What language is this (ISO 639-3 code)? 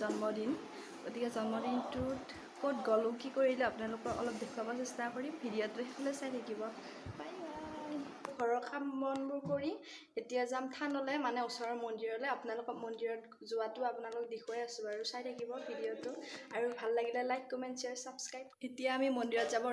asm